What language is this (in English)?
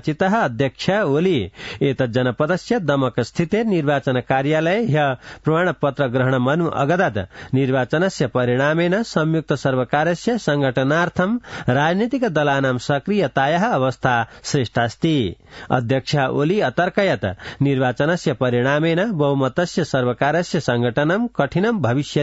Sanskrit